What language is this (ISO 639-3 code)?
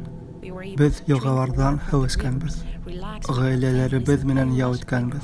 bak